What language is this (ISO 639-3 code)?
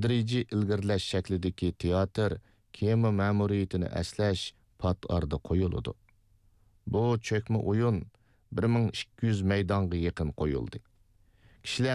uig